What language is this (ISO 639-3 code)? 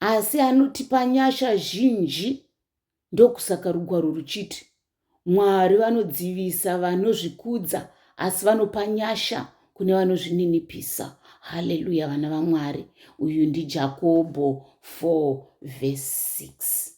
sna